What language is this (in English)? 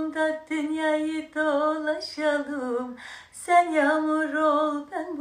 Turkish